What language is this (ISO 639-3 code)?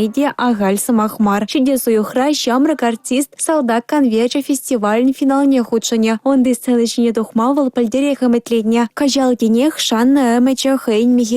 chv